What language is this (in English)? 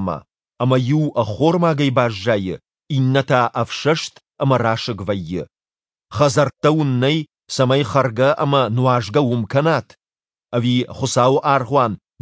Ossetic